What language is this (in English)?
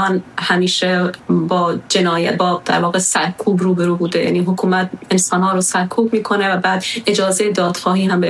Persian